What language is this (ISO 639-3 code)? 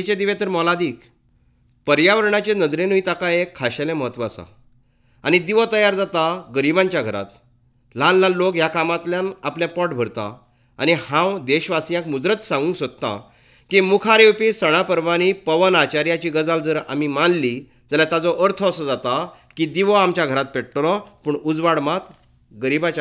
kok